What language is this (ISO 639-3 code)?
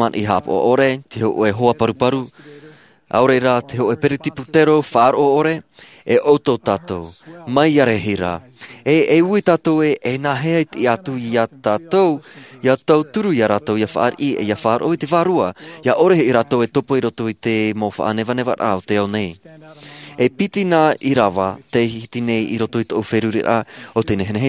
tah